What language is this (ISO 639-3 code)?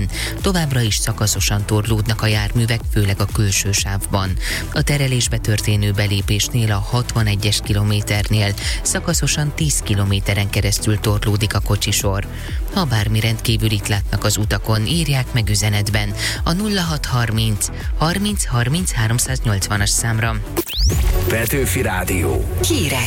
hun